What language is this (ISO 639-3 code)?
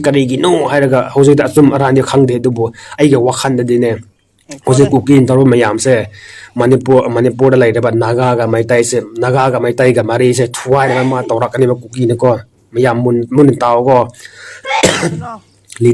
mni